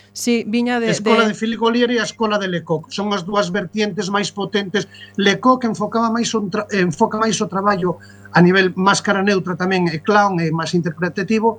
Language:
Galician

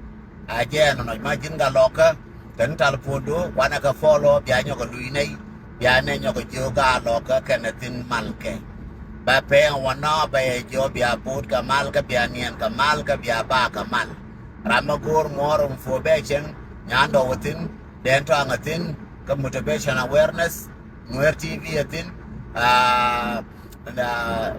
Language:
Nuer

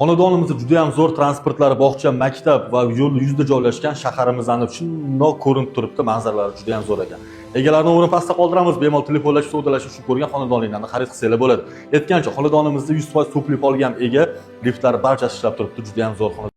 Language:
Uzbek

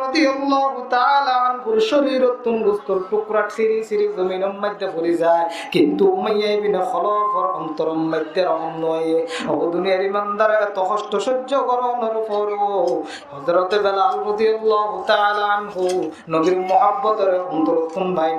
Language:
Rohingya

